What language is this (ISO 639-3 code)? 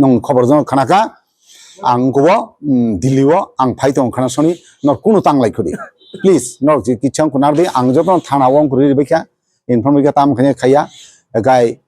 trp